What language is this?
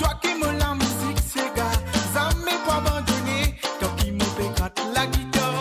Morisyen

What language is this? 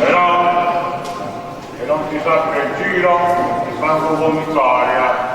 Neapolitan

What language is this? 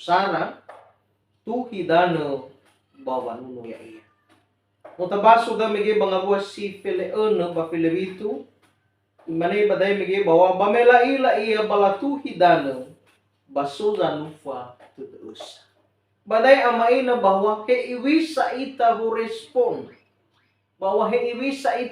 Nias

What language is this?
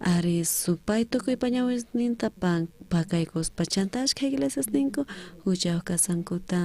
South Bolivian Quechua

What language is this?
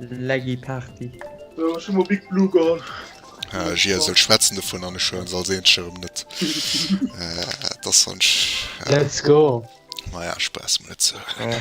Luxembourgish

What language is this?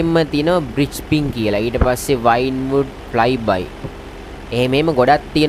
Sinhala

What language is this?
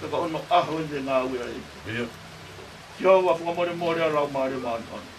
Tongan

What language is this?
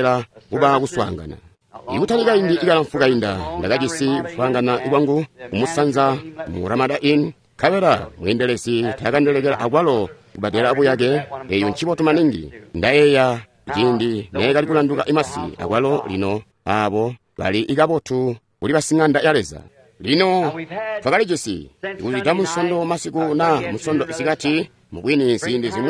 Tonga (Zambia)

